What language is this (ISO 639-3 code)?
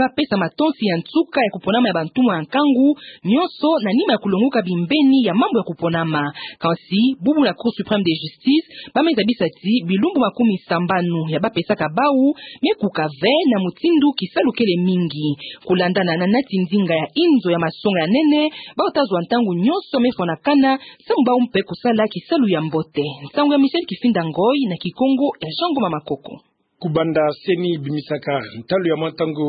ktu